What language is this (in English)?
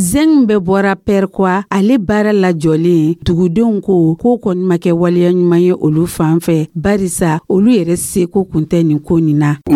Dyula